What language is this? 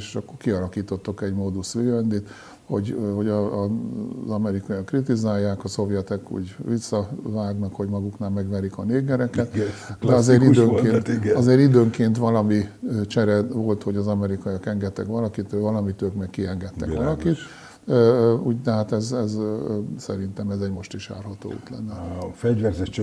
Hungarian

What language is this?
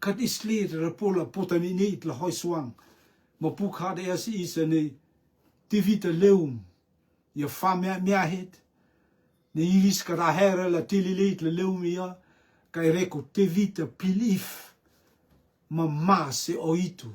Rotuman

